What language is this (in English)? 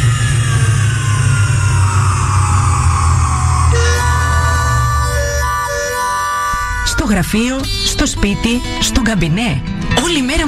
Greek